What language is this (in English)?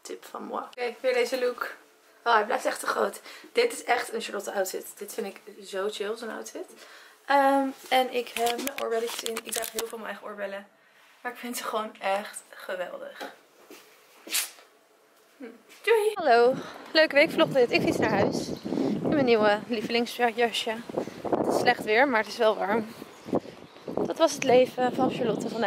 Dutch